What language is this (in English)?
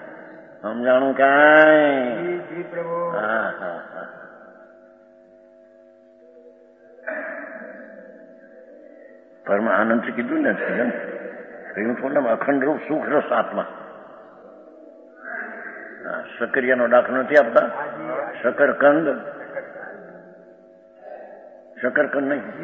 Gujarati